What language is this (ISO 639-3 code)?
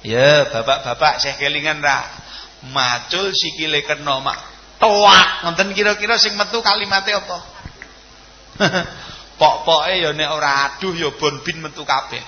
jav